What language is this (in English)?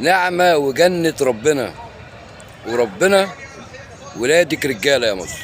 Egyptian Arabic